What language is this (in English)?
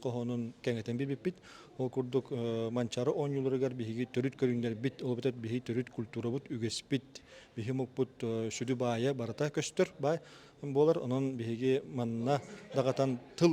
Yakut